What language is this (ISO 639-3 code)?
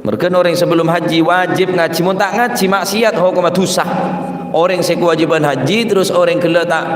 mad